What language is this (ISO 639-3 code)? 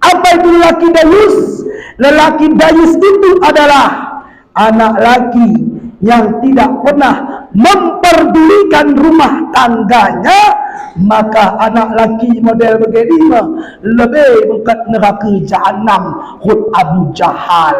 btz